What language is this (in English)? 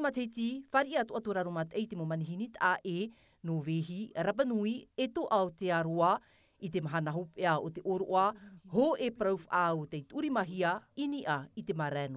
Tahitian